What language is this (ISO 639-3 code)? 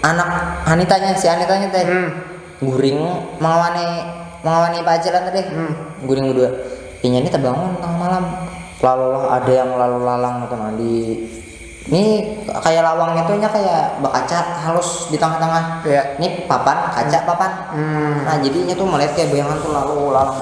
bjn